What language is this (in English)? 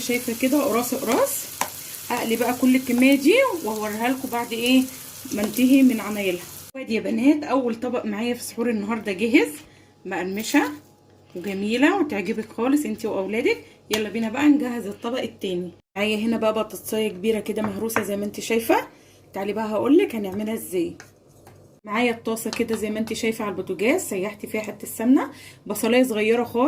Egyptian Arabic